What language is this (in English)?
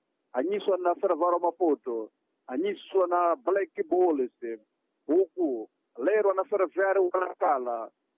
Sena